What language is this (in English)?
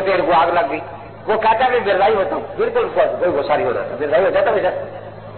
Urdu